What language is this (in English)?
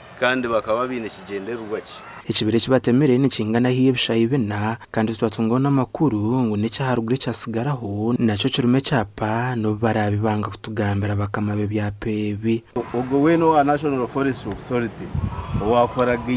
Nyankole